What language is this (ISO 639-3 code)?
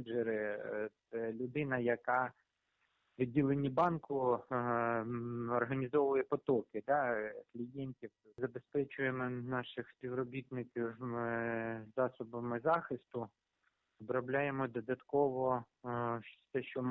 ukr